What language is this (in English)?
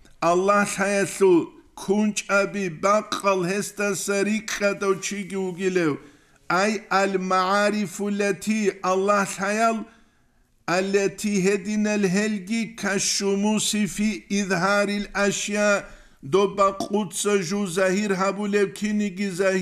Avaric